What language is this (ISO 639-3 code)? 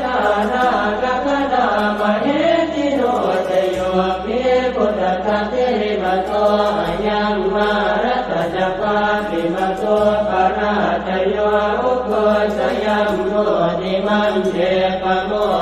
pli